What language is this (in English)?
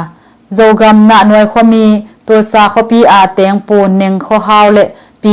Tedim Chin